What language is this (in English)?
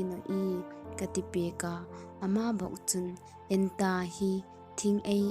Hmar